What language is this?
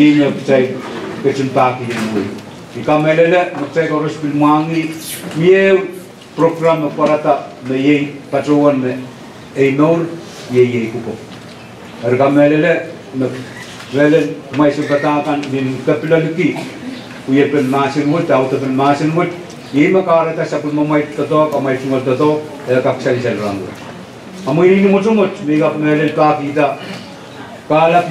Pohnpeian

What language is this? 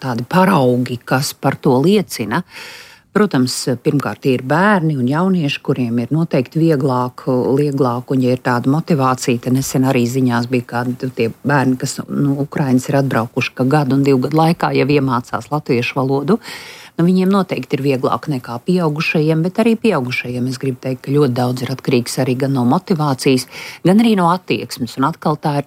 Latvian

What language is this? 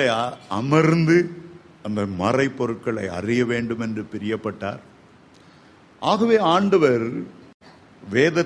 Tamil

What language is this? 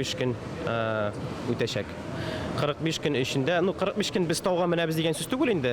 Bashkir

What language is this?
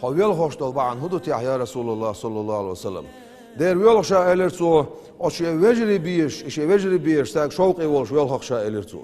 Chechen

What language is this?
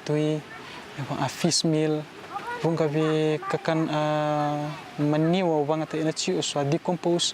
Fijian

